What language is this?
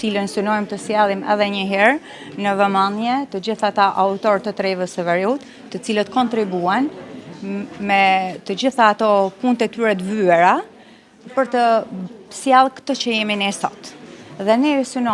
Albanian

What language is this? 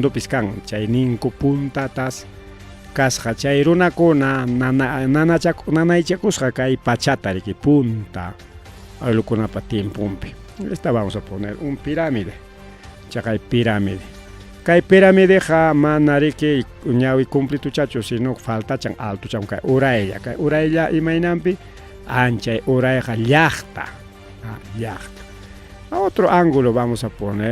Ayacucho Quechua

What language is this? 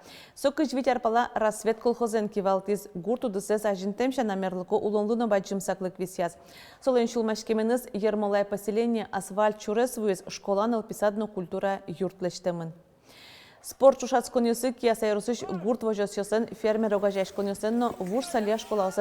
Udmurt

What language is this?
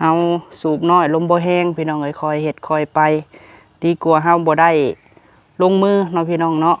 Lao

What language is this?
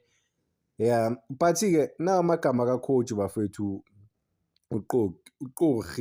Zulu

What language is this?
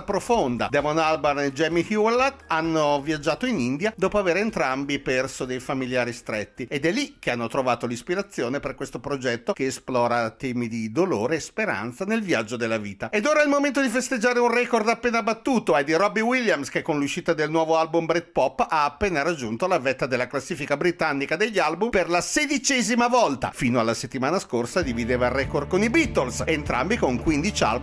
Italian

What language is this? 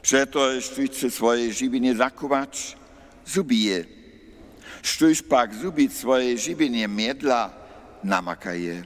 Upper Sorbian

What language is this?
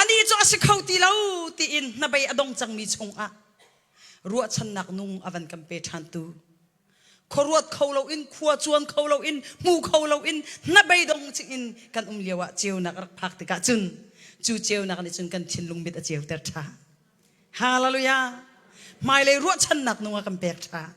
Hakha Chin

